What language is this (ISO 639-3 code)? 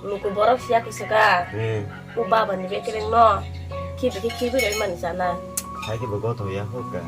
trp